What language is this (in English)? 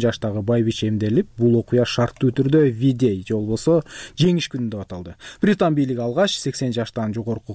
Kyrgyz